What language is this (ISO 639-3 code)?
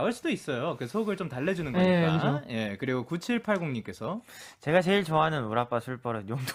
kor